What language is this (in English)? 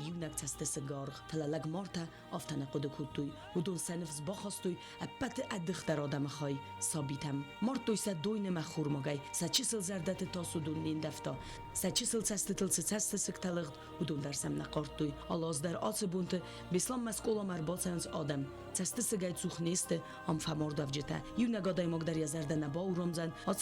Ossetic